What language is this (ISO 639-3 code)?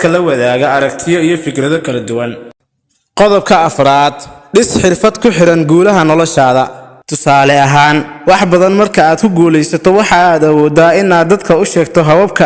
som